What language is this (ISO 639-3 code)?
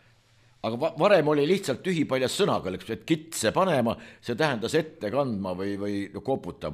est